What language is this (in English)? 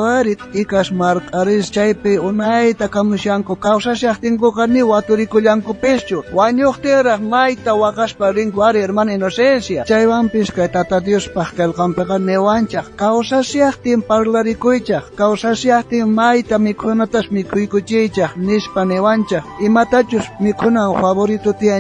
South Bolivian Quechua